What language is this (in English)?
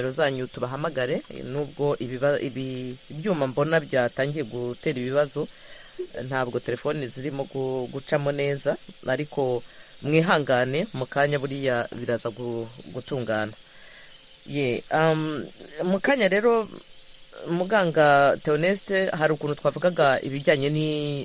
Kinyarwanda